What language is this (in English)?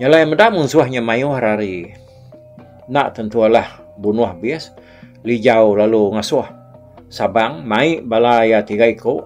Iban